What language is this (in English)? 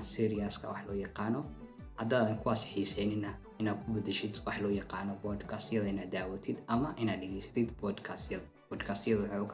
Somali